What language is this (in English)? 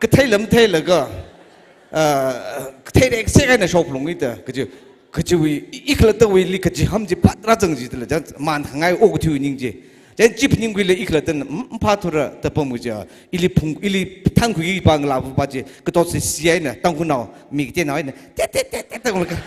Tangkhul Naga (India)